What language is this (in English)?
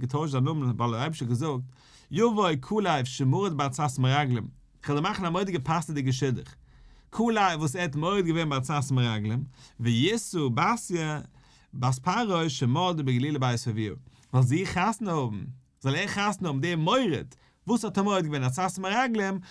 Yiddish